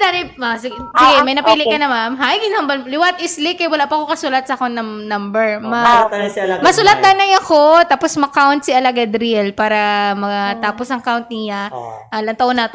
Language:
Hiligaynon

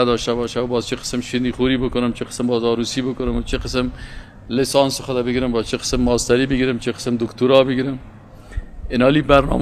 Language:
Persian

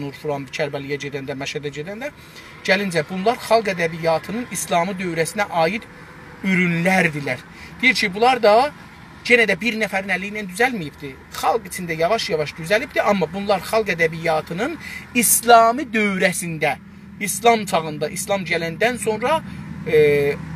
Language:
South Azerbaijani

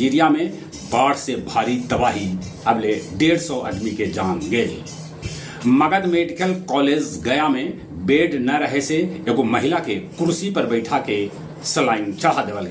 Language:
Magahi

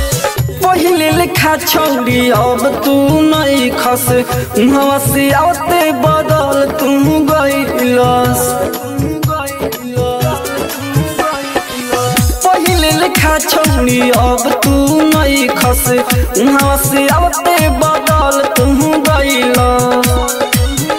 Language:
Bhojpuri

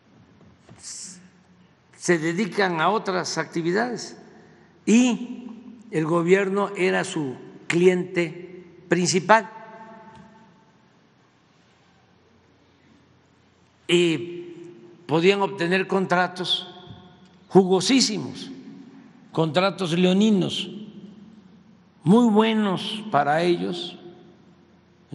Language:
Spanish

